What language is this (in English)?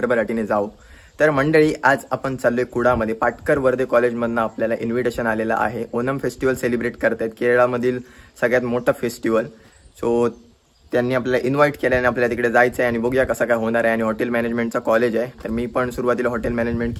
Marathi